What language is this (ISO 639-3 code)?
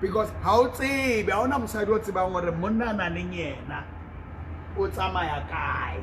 sot